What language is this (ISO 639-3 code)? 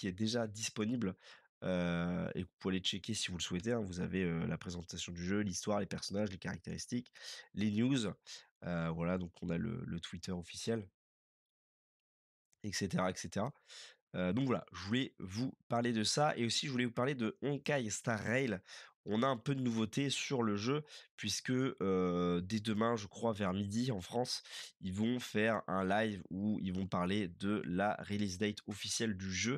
fra